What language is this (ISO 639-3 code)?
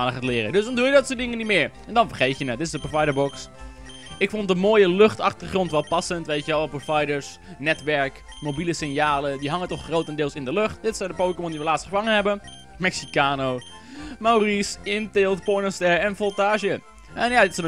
nld